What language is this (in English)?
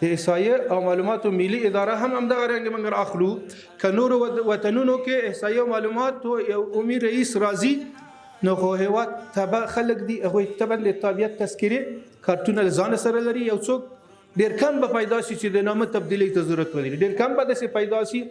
Pashto